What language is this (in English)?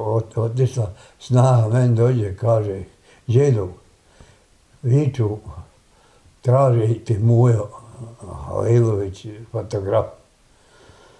Bosnian